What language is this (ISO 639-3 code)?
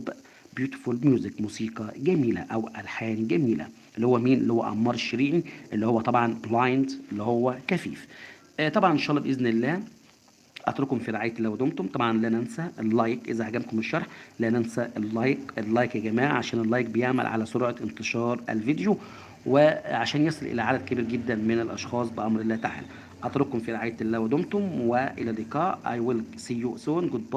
arz